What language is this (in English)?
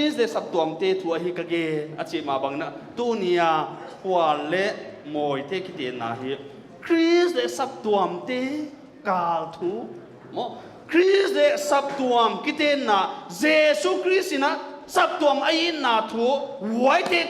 Paite Chin